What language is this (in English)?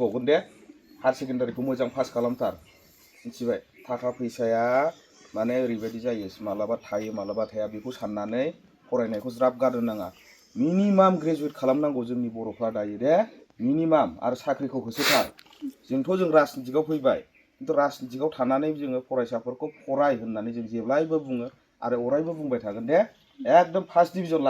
Bodo